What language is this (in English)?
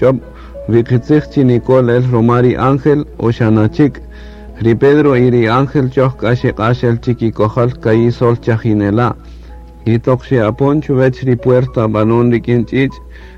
Kaqchikel